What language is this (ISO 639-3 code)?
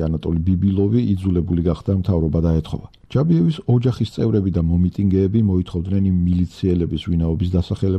kat